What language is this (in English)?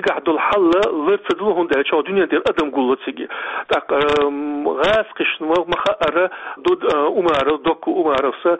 Chechen